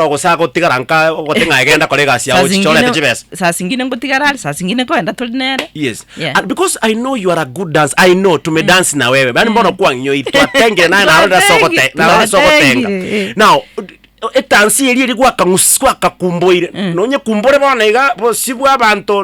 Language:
Gusii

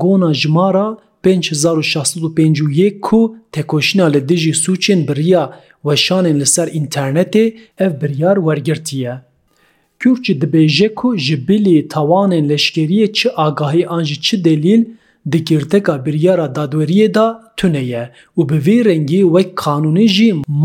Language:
Kurdish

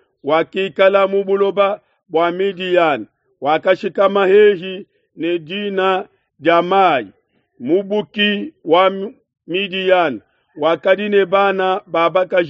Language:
Luba-Lulua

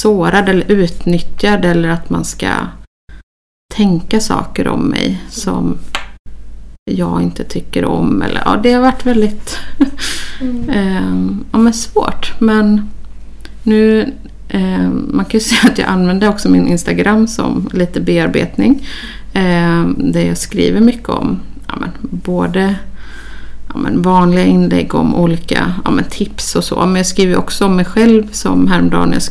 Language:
Swedish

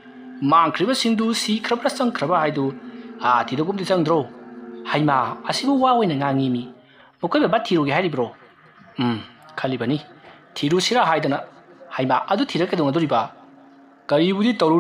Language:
Manipuri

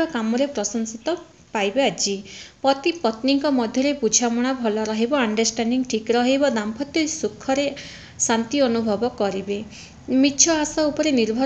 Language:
Odia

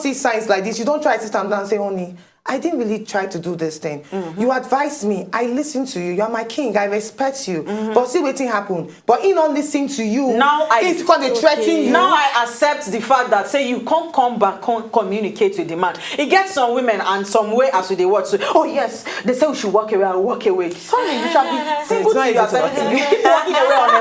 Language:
Nigerian Pidgin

